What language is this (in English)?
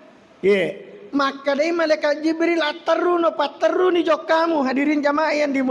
Buginese